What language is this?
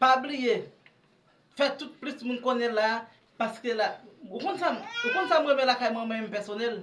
Haitian Creole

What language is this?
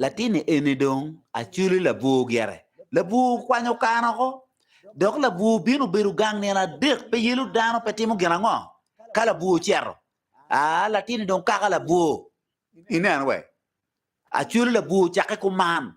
Acoli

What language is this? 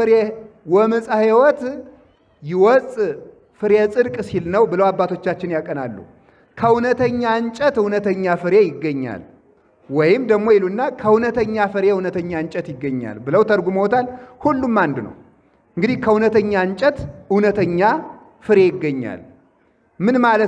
Amharic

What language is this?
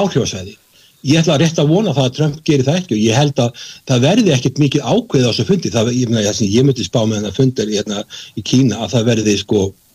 Icelandic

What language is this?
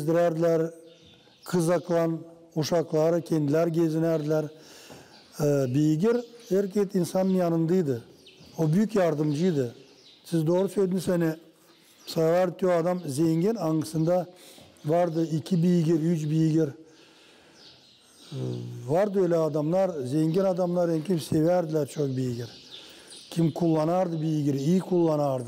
Gagauz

